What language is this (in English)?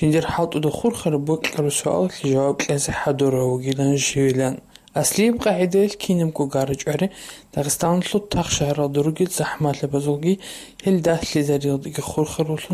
Avaric